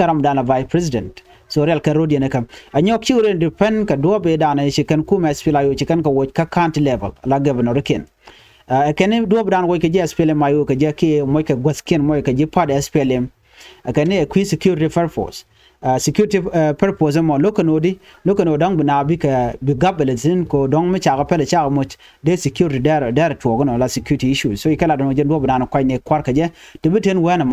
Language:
Nuer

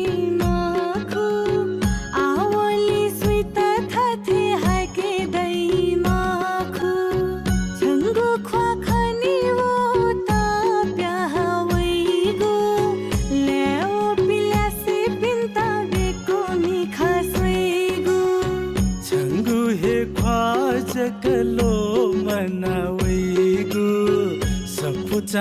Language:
Newari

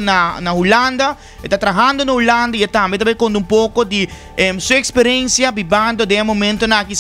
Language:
Papiamento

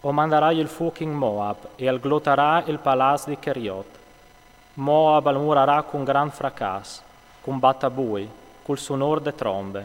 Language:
Friulian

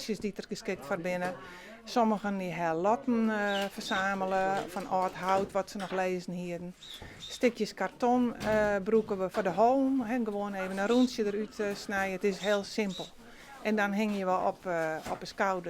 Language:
Western Frisian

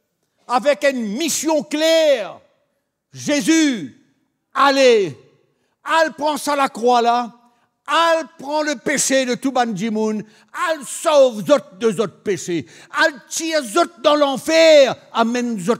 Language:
Morisyen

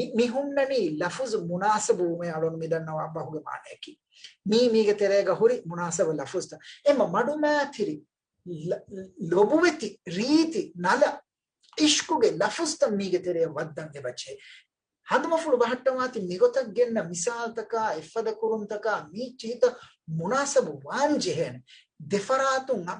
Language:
Divehi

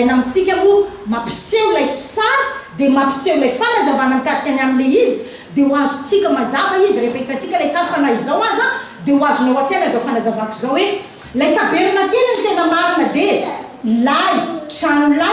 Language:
Malagasy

